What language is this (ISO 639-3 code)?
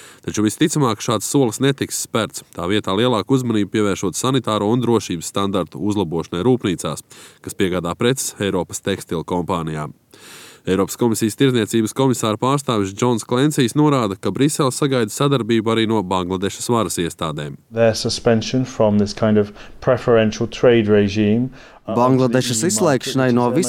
lav